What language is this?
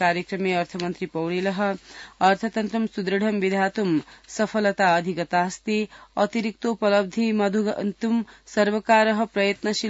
Sanskrit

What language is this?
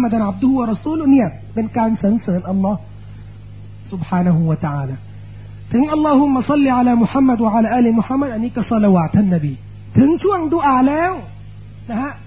Thai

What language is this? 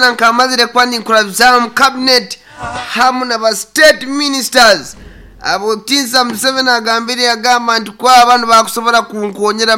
Nyankole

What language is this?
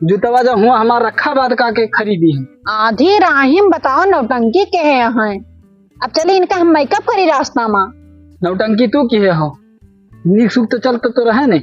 Awadhi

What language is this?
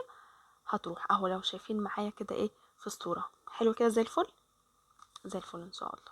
Egyptian Arabic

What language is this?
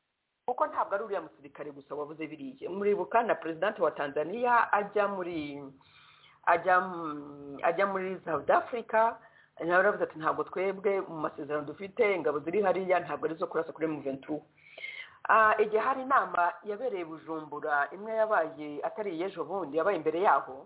Kinyarwanda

